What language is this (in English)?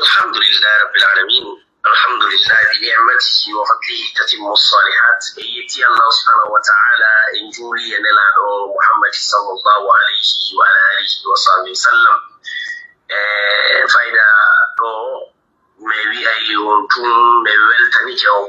Pular